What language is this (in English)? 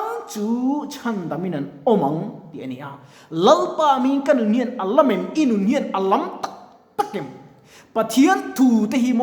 Mizo